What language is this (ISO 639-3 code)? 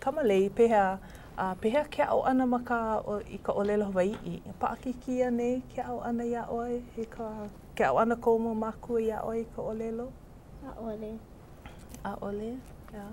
haw